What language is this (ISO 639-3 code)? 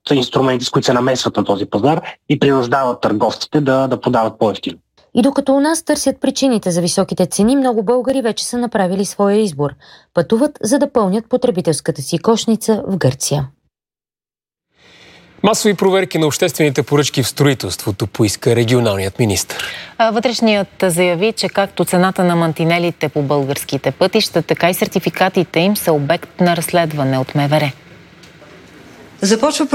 bul